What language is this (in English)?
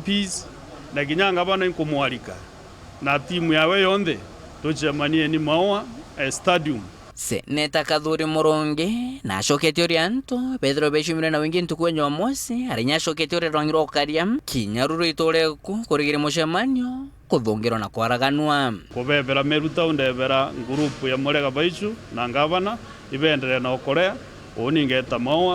Meru